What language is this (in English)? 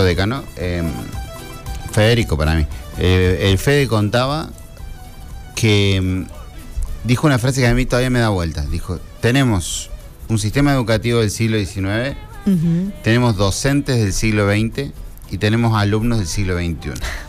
Spanish